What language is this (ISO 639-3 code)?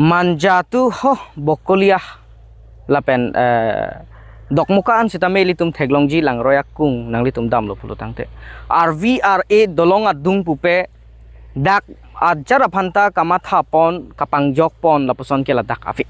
mjw